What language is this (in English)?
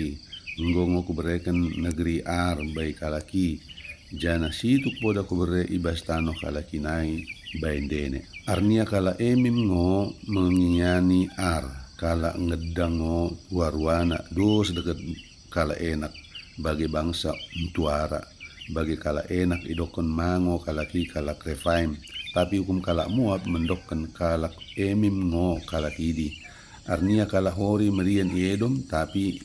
Batak Dairi